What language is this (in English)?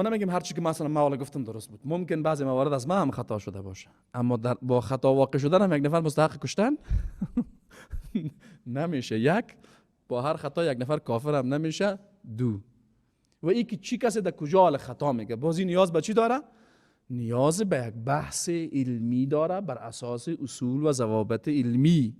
Persian